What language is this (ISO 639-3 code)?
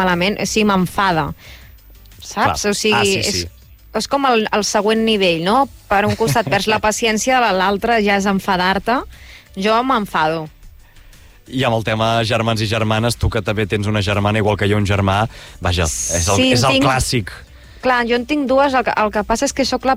cat